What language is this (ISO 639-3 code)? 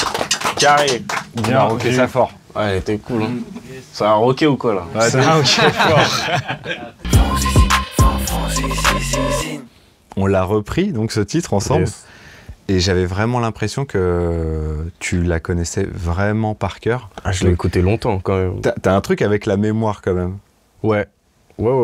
fra